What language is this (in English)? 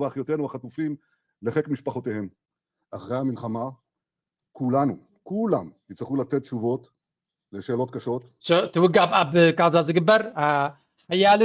Tigrinya